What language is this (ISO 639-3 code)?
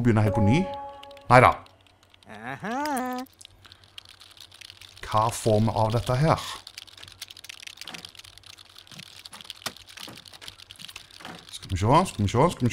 nor